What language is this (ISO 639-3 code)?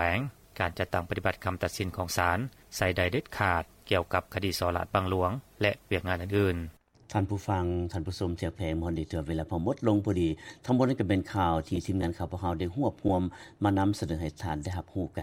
lao